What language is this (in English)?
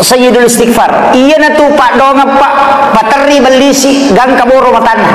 Buginese